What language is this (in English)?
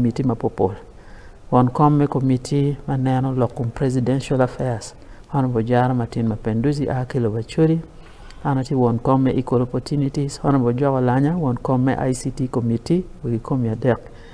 Acoli